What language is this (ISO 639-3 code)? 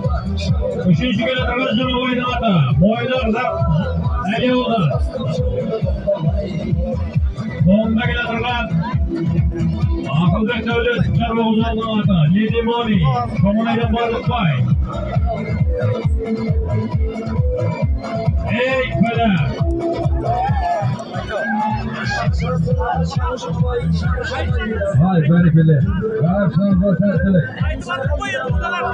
kaz